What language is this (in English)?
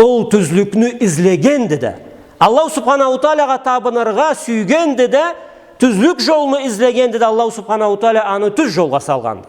Karachay-Balkar